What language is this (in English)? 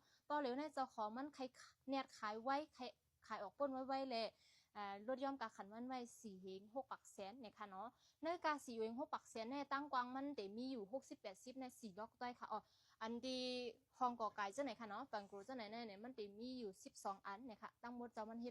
Shan